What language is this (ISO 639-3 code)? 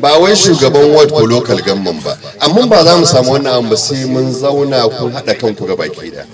hau